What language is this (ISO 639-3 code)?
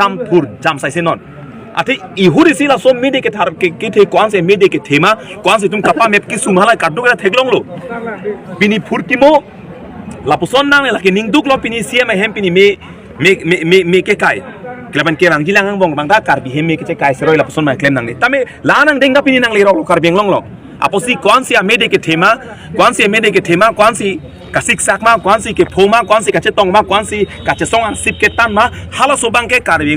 mjw